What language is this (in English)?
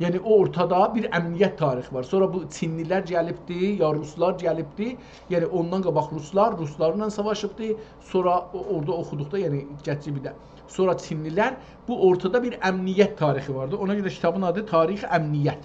South Azerbaijani